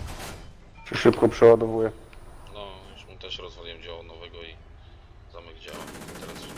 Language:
Polish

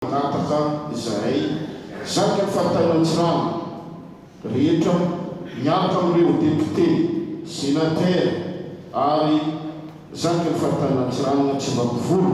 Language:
Malagasy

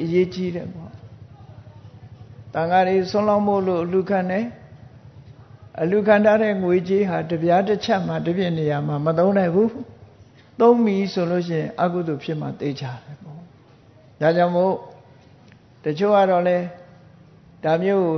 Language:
Burmese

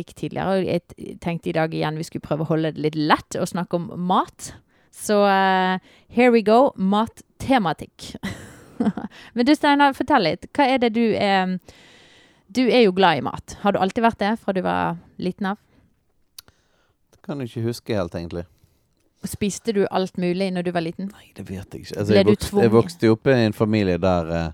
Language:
Norwegian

